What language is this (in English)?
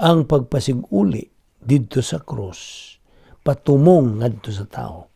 Cebuano